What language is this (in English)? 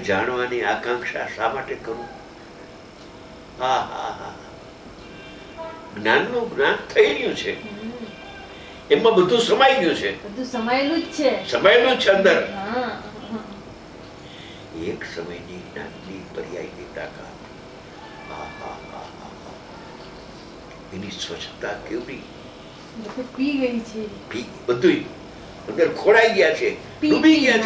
Gujarati